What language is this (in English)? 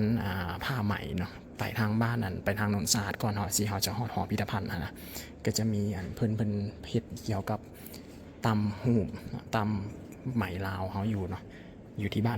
Lao